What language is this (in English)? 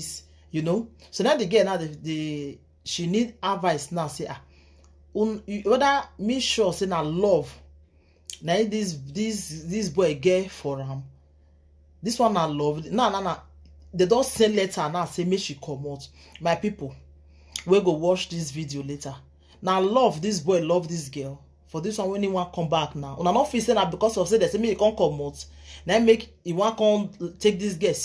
Nigerian Pidgin